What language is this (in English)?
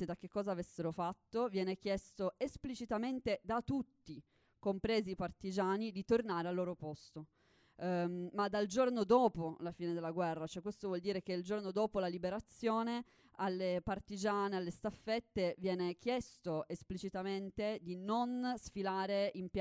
Italian